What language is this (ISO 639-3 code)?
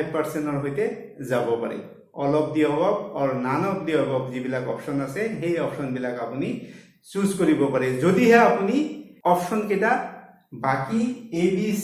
asm